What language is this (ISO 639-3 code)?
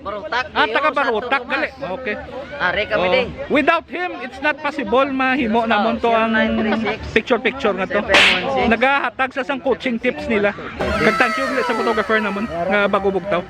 hil